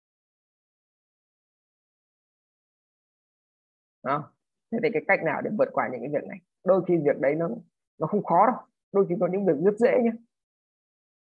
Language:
Vietnamese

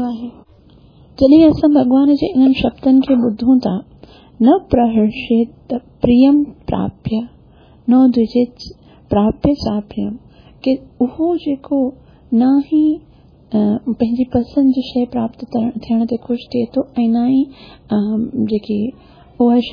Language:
Sindhi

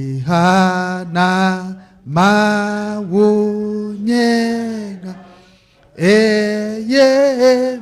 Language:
Ewe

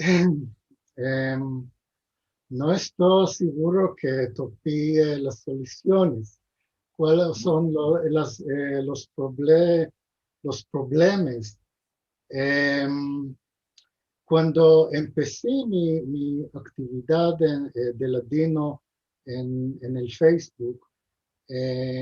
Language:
Ladino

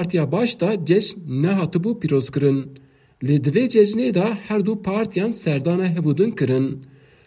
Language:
Kurdish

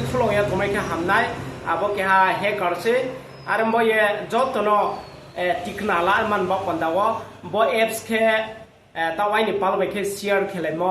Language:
Riang (India)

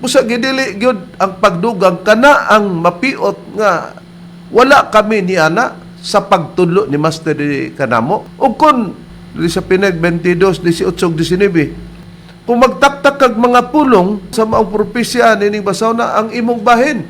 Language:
Cebuano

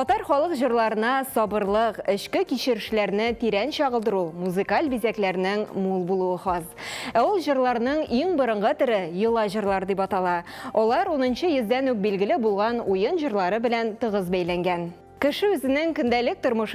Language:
Tatar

